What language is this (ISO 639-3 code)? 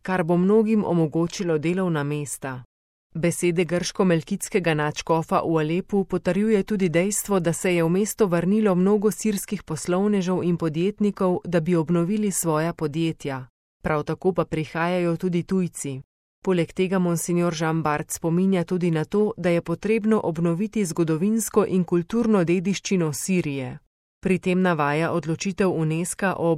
slv